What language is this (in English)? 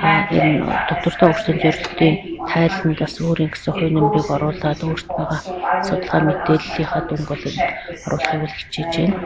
Mongolian